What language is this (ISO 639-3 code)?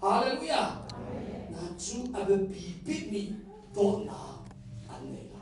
cnh